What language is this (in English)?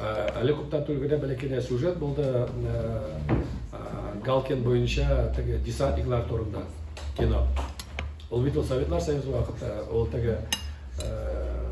Tatar